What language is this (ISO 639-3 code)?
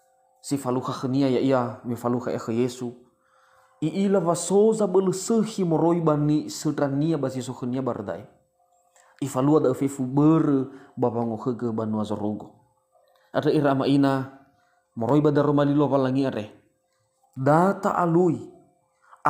nia